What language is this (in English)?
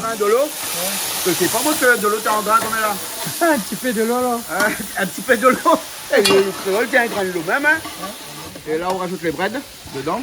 Réunion Creole French